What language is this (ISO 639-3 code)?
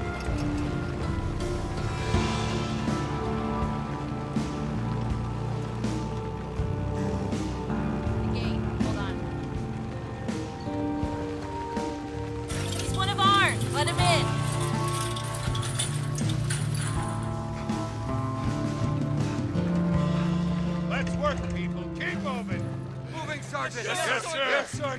eng